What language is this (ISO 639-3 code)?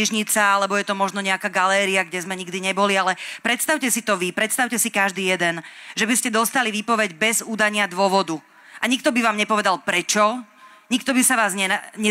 slk